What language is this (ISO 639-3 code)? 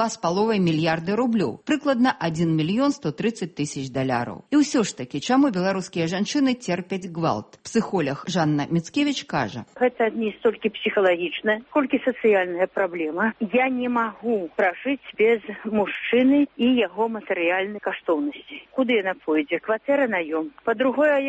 bel